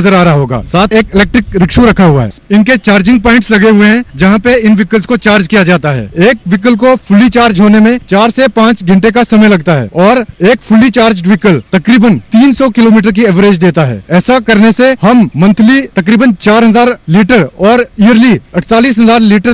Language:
Hindi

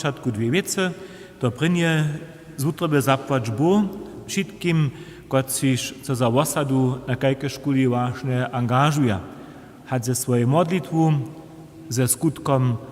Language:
Upper Sorbian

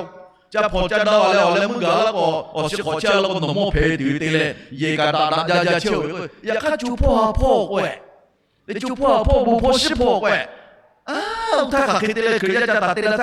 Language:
Lahu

